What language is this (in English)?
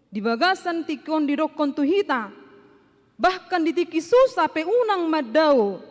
Batak Toba